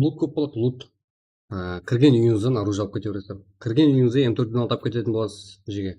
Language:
Kara-Kalpak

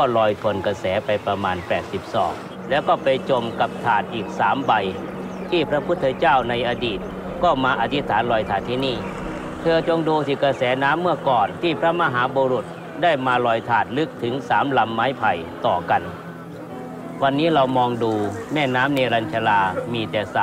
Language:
Thai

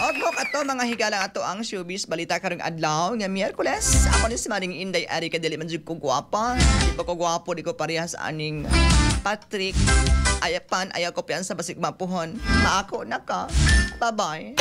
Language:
Cebuano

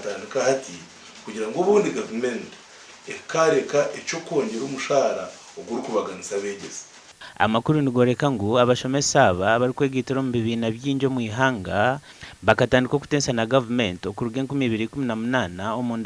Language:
Nyankole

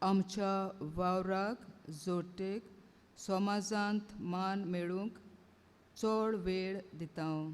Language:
Konkani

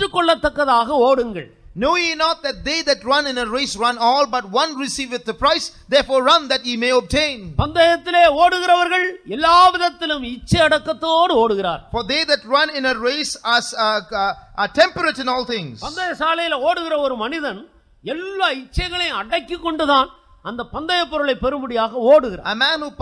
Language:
Tamil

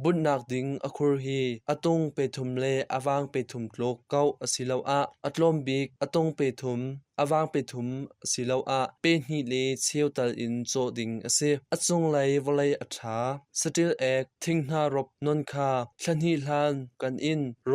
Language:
Hakha Chin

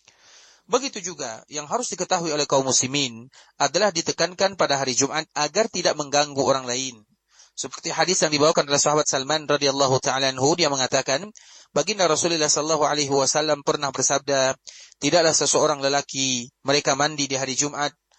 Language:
Indonesian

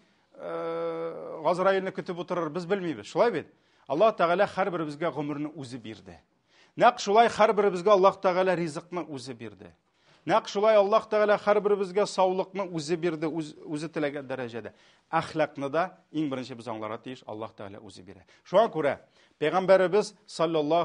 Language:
Tatar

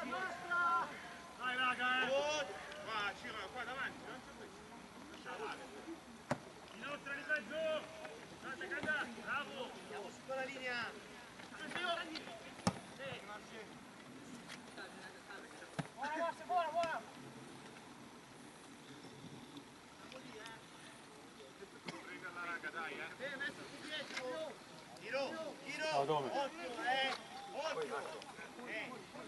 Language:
Italian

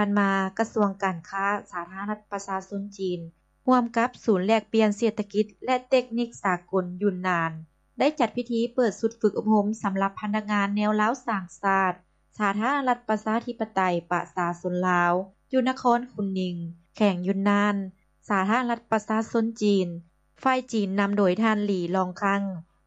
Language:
Lao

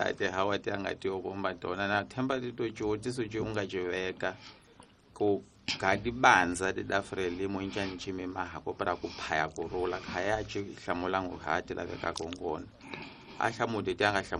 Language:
Tsonga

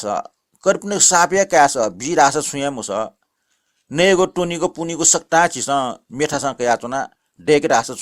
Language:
Newari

